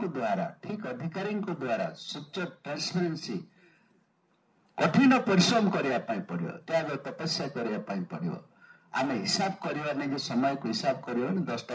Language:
Odia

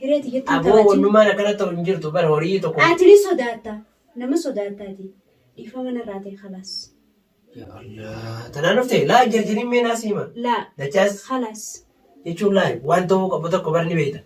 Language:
Oromo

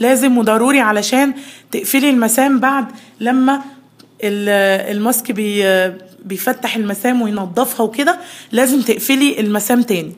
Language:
Egyptian Arabic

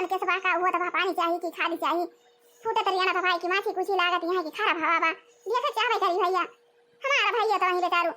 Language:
Awadhi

